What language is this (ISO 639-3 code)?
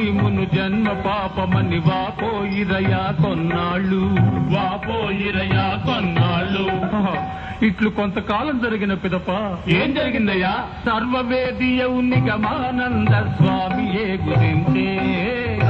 tel